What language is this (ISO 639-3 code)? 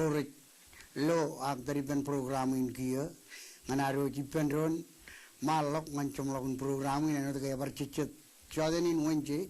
mah